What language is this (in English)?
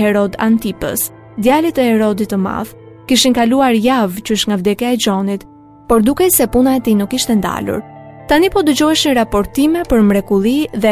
Albanian